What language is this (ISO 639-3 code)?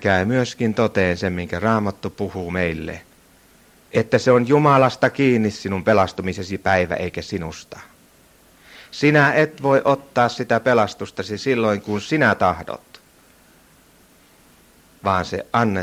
fin